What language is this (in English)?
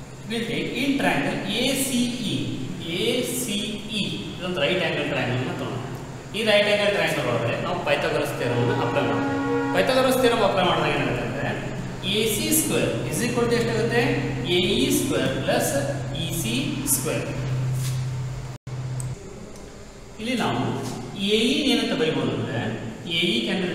Kannada